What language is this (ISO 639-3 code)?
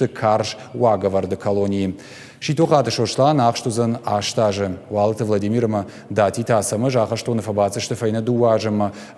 oss